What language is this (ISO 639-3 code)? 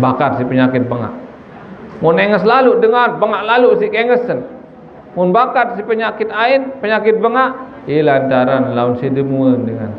sas